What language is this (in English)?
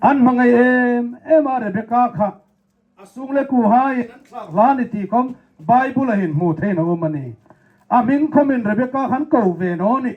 Hmar